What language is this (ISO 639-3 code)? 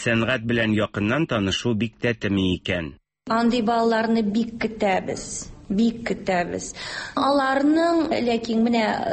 tat